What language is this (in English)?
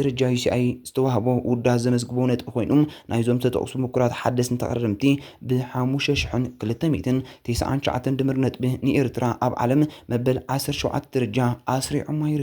Tigrinya